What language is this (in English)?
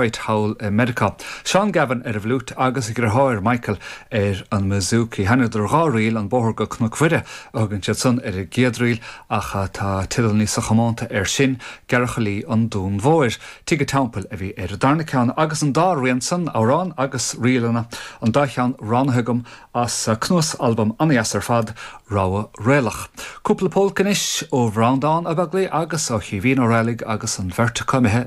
Irish